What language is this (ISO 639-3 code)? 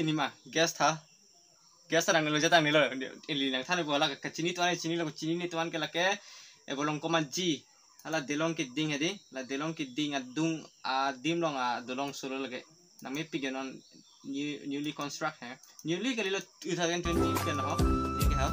mjw